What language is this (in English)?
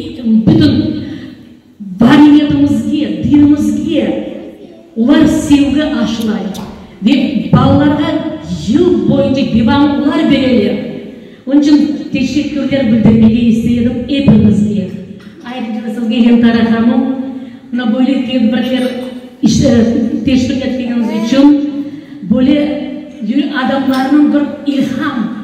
Crimean Tatar